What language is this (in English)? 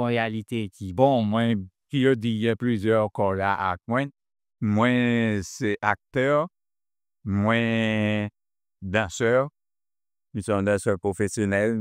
Haitian Creole